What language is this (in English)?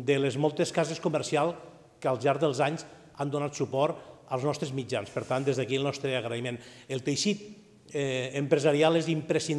Catalan